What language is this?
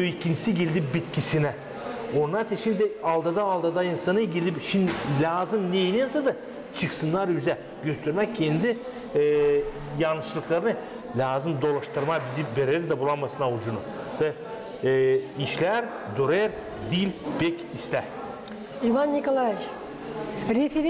Gagauz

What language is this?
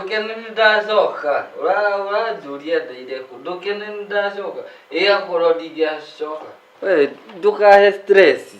Kikuyu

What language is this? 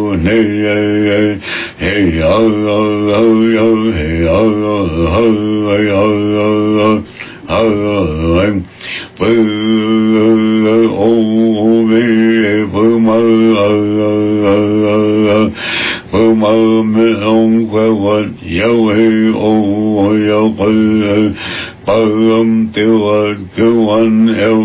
Vietnamese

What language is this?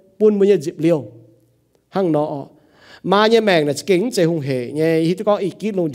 Iu Mien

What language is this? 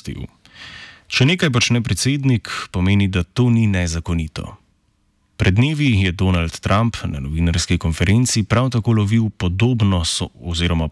Slovenian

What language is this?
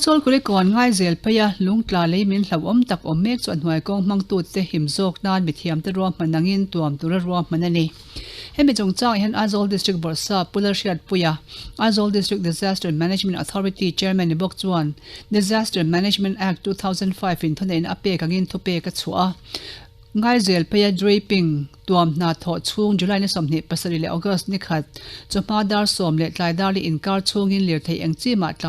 Mizo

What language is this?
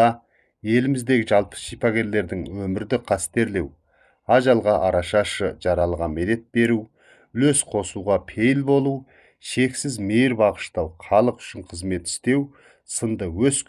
Kazakh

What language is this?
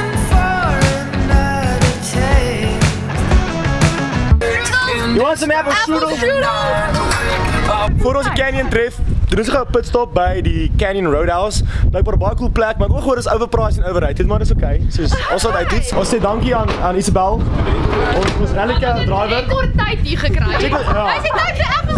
Afrikaans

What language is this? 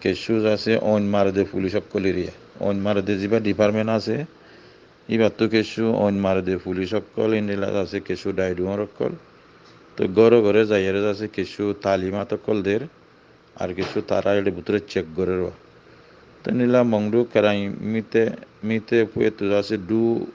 Rohingya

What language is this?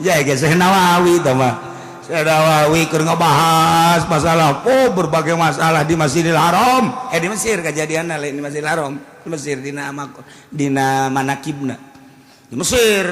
Sundanese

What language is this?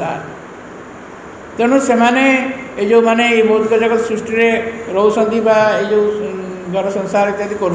Odia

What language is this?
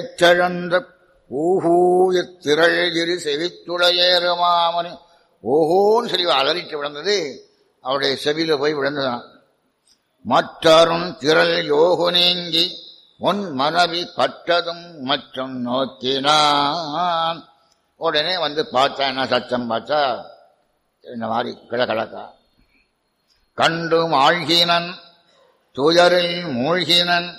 Tamil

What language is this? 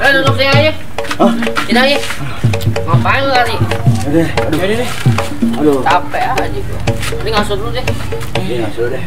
Betawi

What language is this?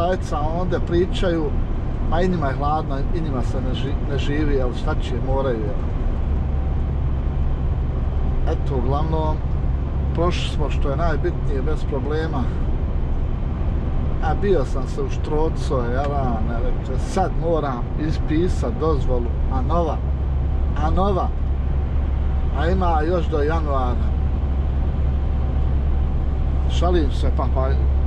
Croatian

